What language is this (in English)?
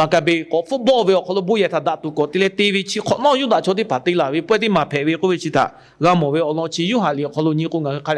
Lahu